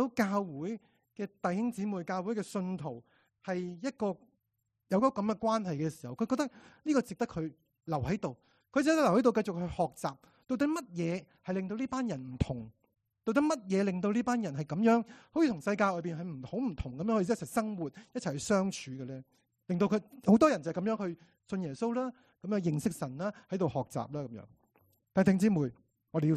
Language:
Cantonese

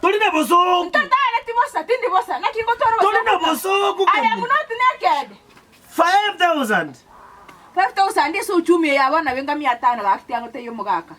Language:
Gusii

